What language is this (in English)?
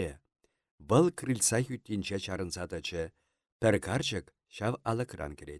Chuvash